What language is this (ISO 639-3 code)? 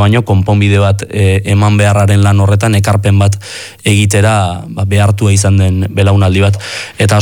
eus